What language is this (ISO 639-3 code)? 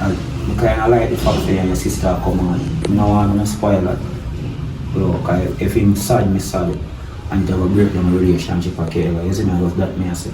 jam